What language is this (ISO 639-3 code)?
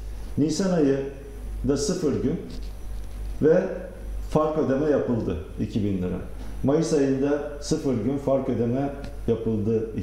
tur